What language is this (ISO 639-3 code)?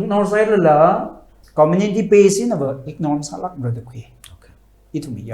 nmf